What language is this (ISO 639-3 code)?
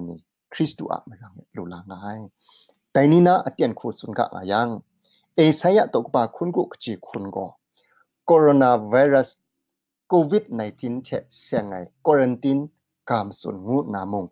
kac